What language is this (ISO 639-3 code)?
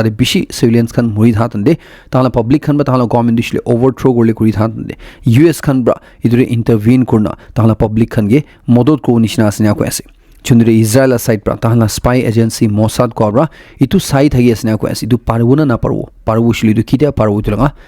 nag